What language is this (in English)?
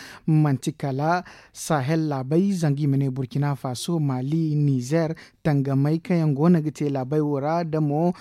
Zarma